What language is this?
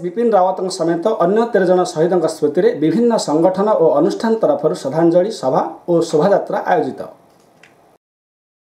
Odia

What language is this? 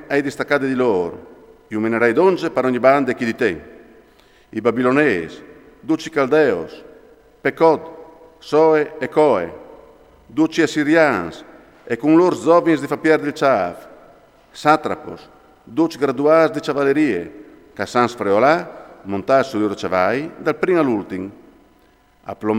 Friulian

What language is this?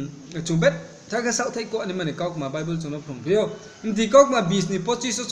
Riang (India)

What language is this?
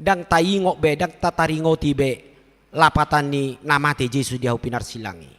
Batak Toba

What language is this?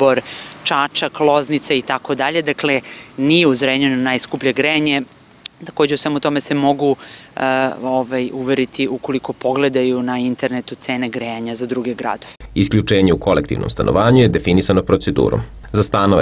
Serbian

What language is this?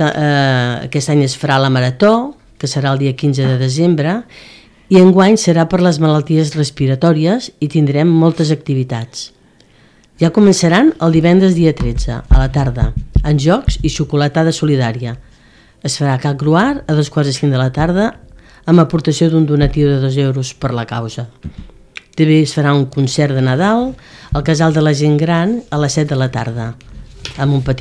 Catalan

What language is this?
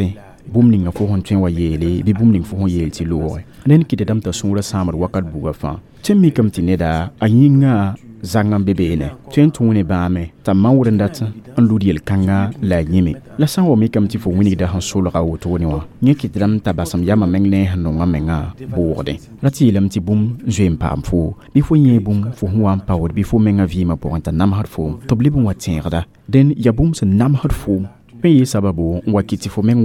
Mossi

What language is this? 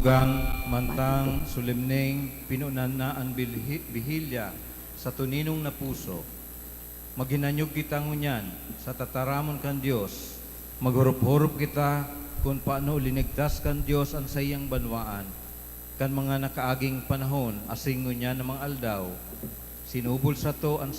Bikol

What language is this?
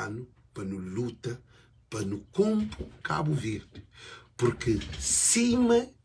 Kabuverdianu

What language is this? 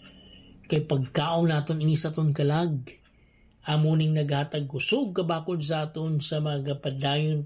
Hiligaynon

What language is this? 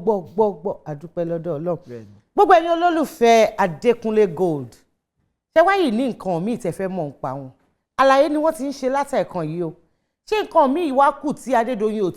Yoruba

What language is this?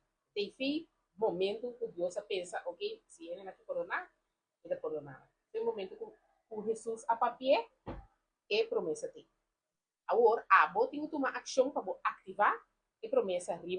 Papiamento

